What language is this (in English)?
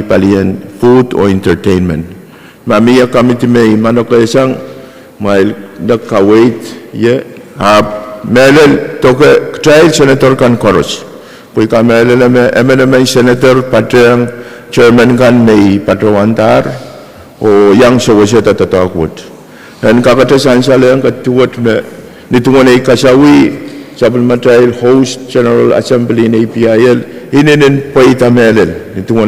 Pohnpeian